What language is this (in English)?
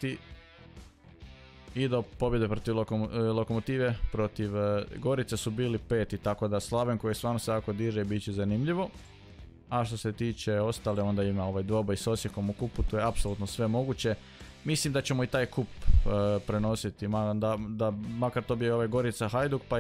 Croatian